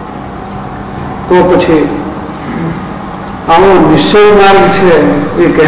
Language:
Gujarati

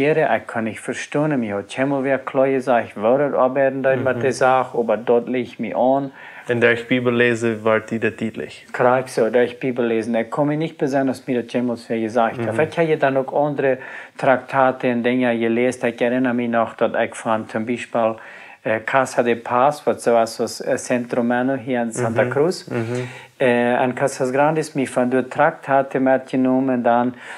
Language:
Plautdietsch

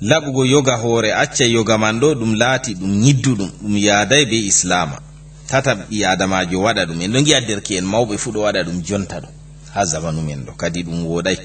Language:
Fula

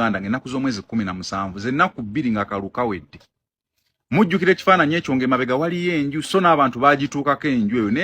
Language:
Ganda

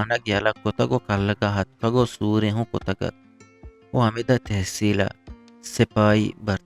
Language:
Eastern Balochi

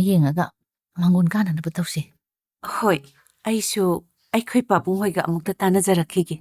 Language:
Manipuri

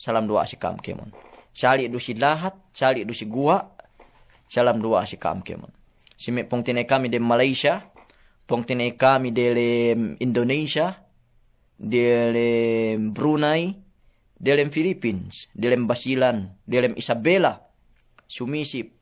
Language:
Yakan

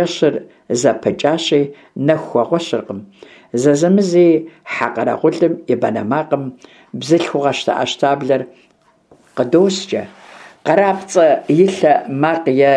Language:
Kabardian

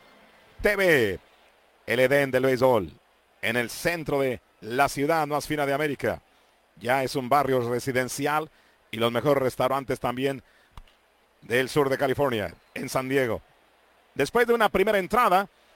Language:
Spanish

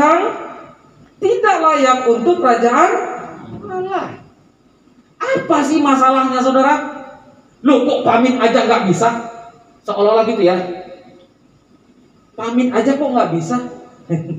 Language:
Indonesian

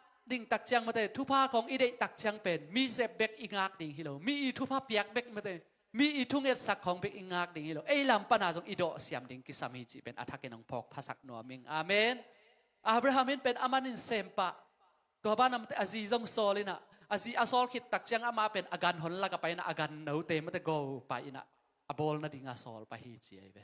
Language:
Tedim Chin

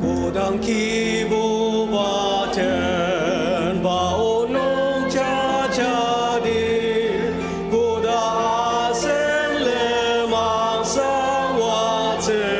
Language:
Ao Naga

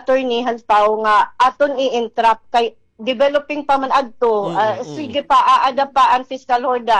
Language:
Waray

